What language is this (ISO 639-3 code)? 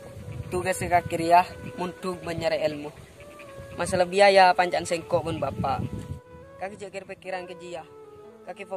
mad